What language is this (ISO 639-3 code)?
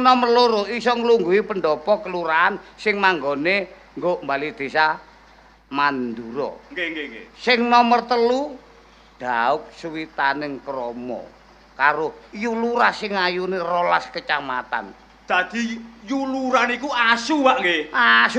jav